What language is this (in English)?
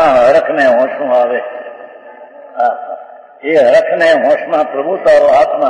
Gujarati